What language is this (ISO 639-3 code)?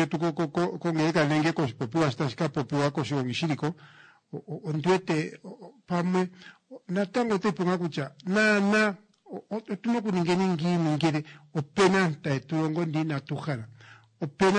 kua